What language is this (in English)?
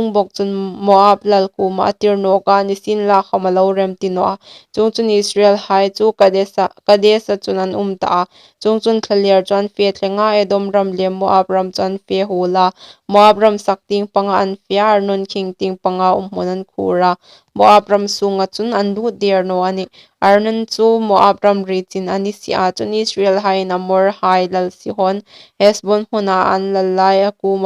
Hmar